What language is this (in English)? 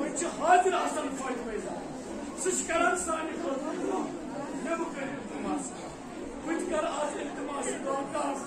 Kashmiri